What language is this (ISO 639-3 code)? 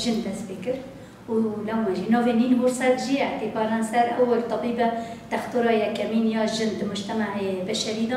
kur